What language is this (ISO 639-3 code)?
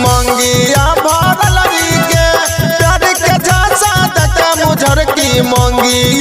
mai